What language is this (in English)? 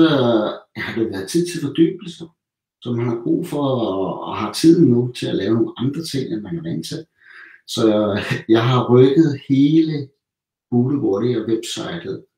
Danish